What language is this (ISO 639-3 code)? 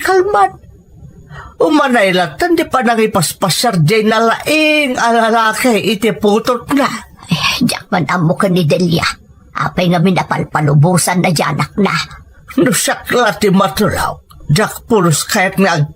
ilo